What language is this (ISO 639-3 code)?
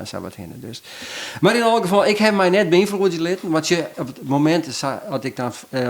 fry